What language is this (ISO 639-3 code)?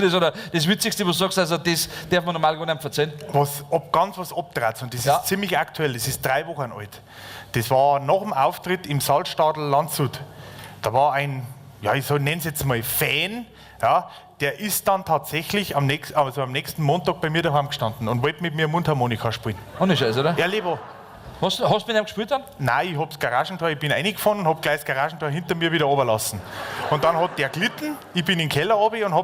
bar